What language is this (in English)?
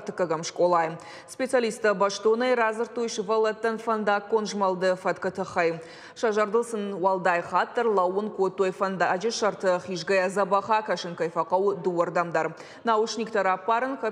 Ossetic